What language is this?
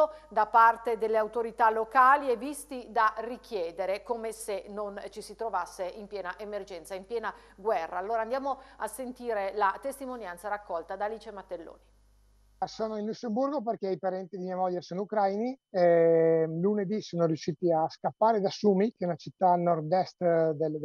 Italian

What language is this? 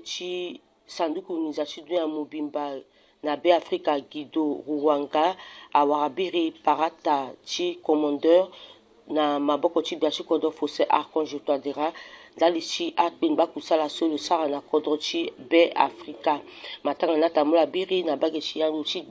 Sango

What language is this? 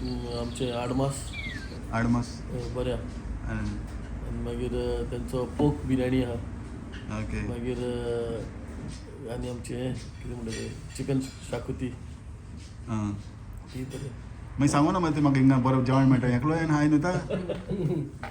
Konkani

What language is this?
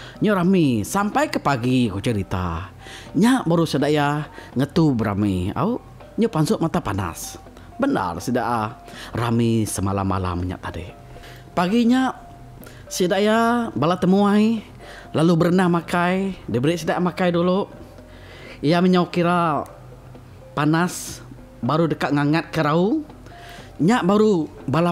Iban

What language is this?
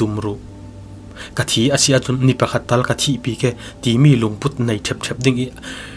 Falam Chin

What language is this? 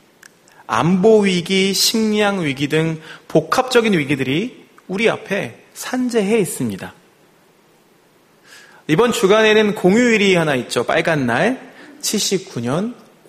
Korean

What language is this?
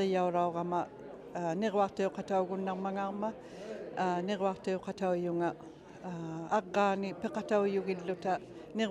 Inuktitut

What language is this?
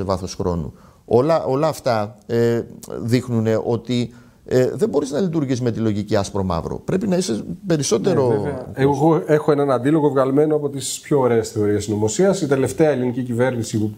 Greek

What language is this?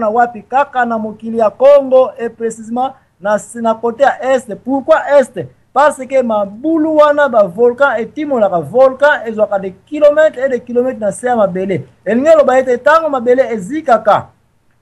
Lingala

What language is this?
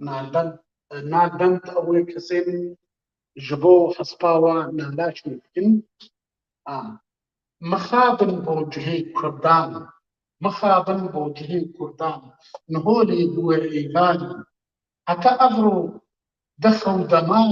Kurdish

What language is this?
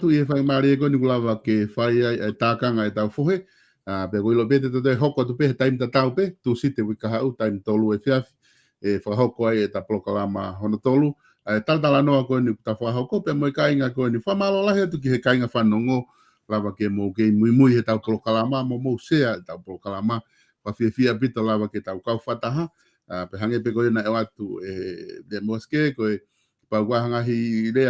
Tongan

